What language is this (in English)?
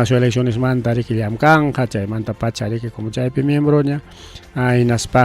Ayacucho Quechua